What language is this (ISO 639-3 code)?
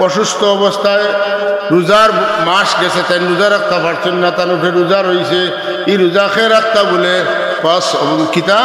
syl